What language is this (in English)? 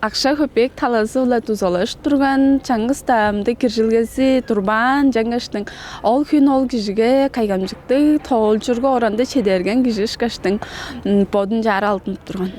Tuvinian